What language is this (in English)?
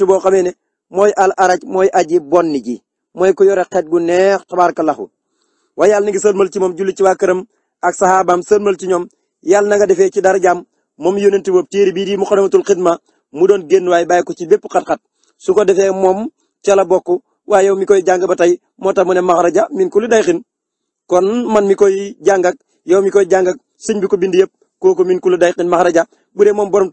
Wolof